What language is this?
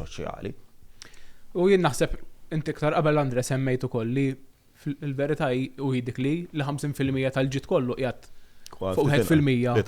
Maltese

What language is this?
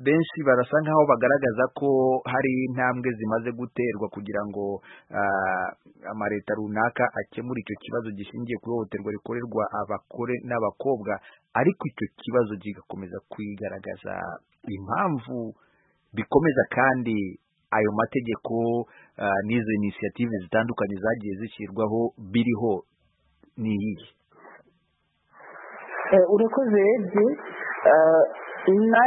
Kinyarwanda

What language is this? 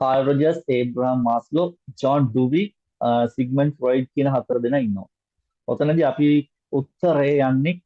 Sinhala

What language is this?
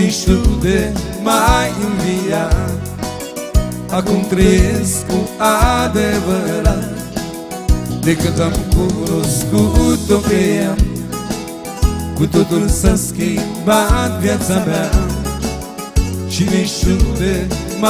Romanian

